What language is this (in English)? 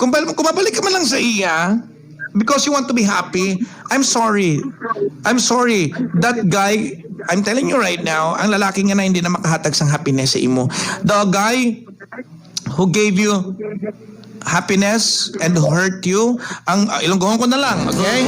Hiligaynon